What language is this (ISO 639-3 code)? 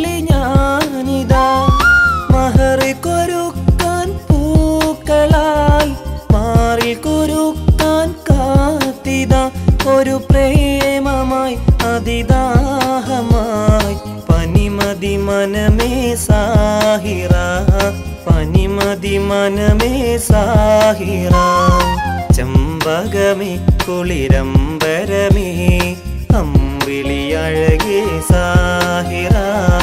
mal